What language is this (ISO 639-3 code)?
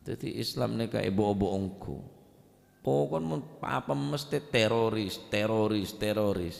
mad